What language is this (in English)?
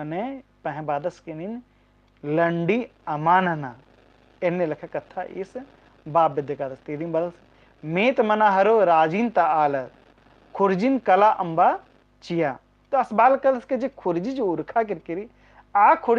Kurukh